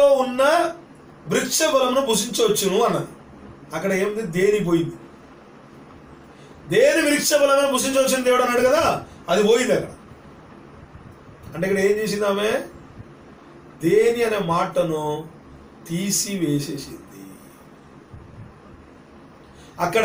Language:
Telugu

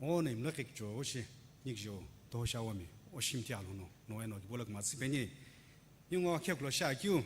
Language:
Sumi Naga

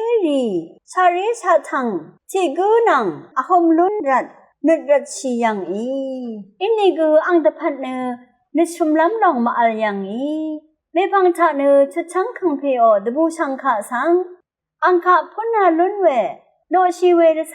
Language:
Rawang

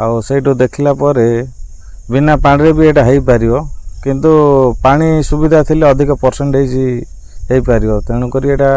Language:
Odia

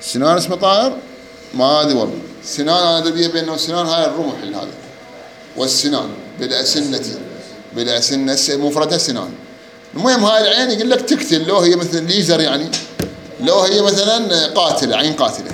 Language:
Mesopotamian Arabic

